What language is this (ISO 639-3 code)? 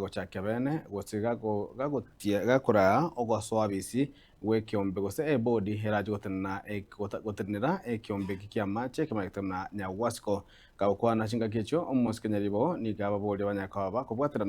guz